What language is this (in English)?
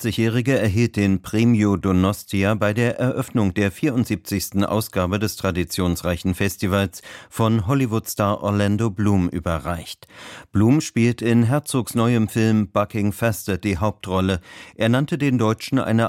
German